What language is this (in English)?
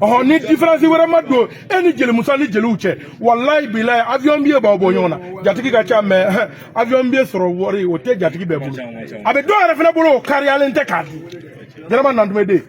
Bambara